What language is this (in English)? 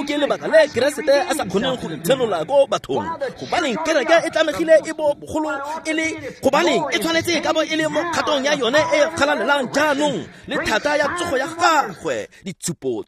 Tswana